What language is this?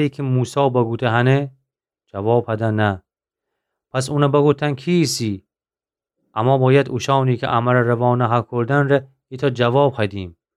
Gilaki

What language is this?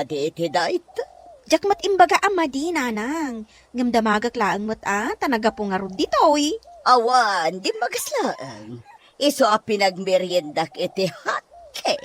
Iloko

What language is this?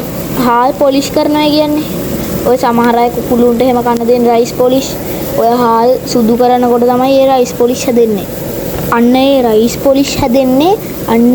Sinhala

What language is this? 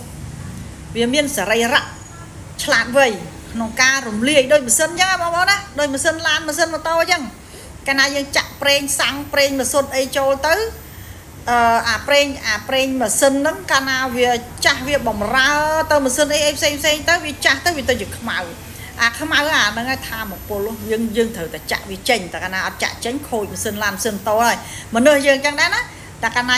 Khmer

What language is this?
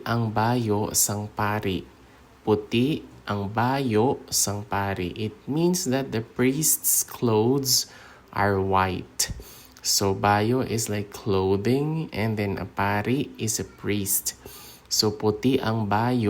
Hiligaynon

